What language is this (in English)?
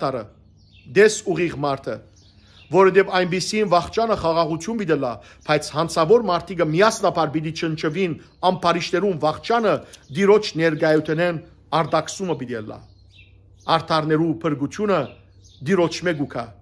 Western Armenian